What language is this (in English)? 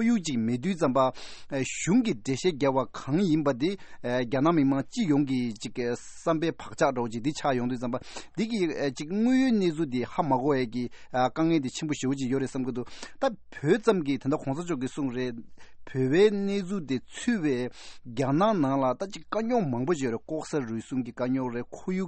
Tibetan